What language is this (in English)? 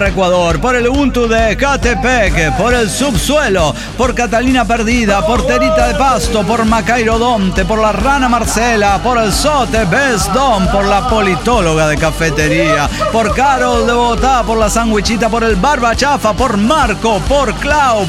Spanish